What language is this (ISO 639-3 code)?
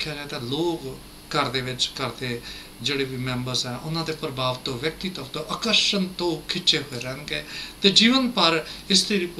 pan